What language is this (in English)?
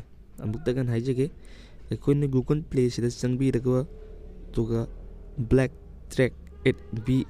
Manipuri